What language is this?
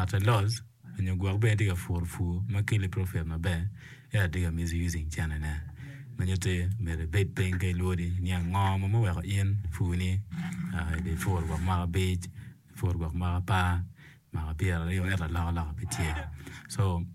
Acoli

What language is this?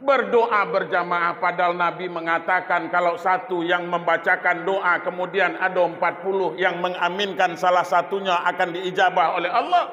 Minangkabau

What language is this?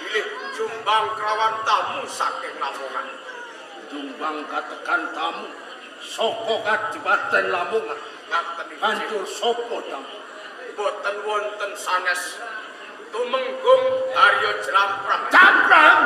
Javanese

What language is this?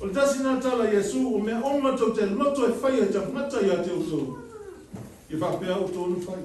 Samoan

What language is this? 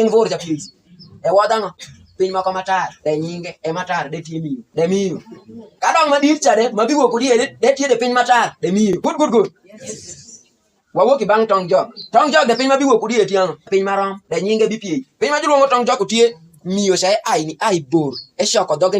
Alur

